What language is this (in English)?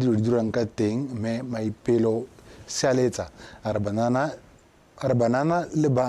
Tswana